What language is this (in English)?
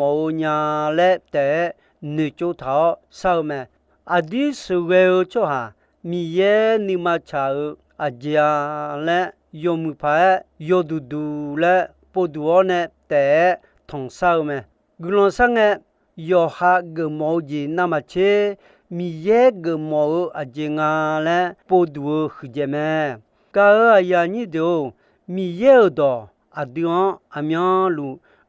Akha